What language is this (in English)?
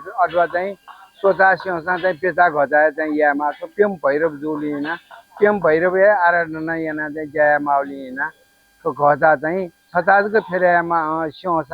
Newari